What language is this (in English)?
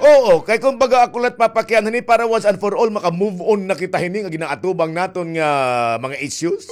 Waray